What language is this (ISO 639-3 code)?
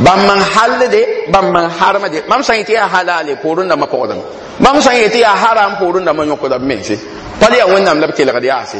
mos